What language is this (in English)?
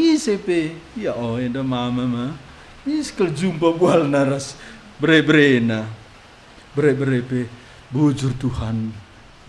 Batak Karo